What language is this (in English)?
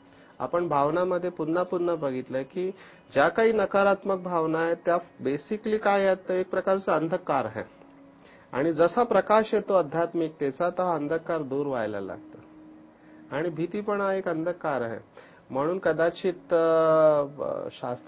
Marathi